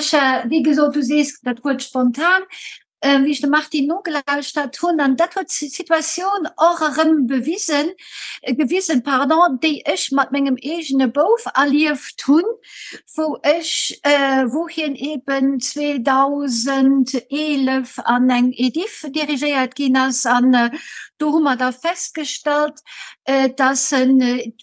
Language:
Luxembourgish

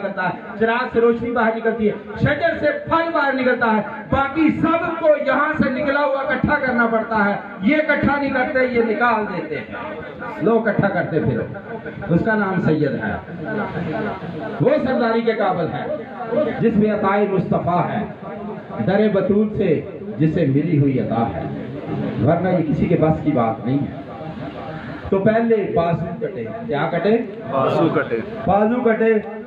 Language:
Urdu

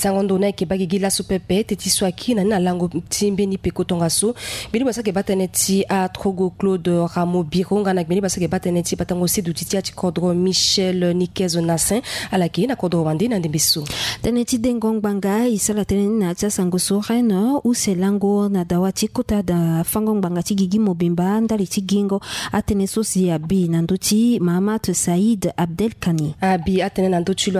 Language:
Sango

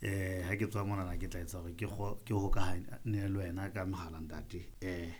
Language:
Southern Sotho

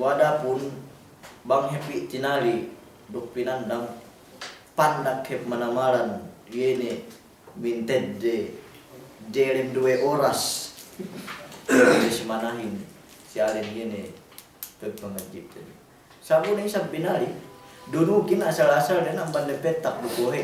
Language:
Yakan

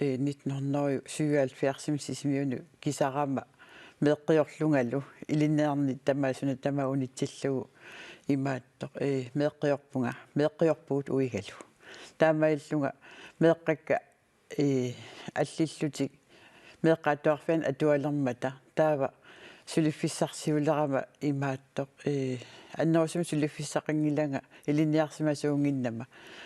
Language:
Kalaallisut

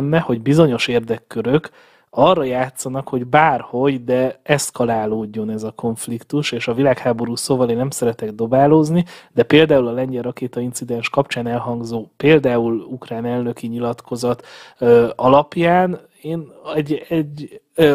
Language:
Hungarian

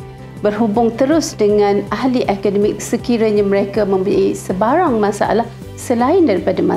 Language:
Malay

